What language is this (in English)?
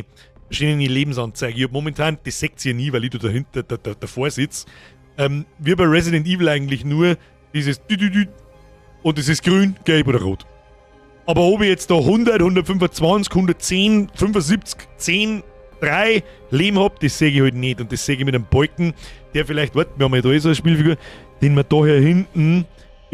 Bavarian